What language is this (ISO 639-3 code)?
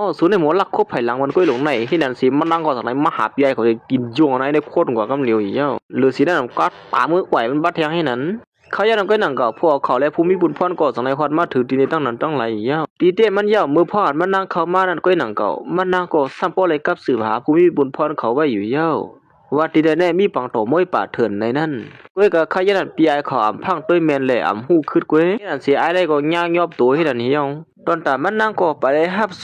shn